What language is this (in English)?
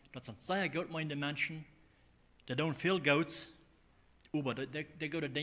Plautdietsch